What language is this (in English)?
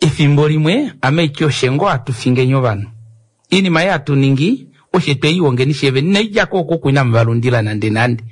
Kuanyama